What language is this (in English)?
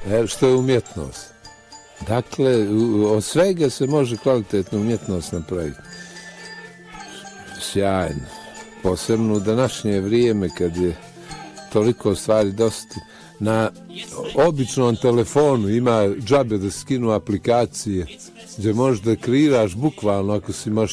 Bosnian